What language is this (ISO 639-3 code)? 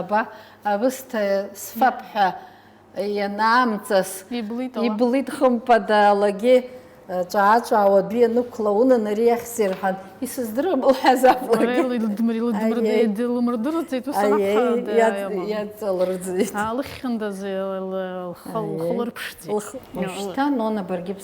abk